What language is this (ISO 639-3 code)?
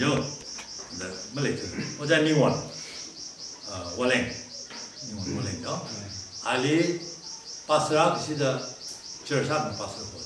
nmf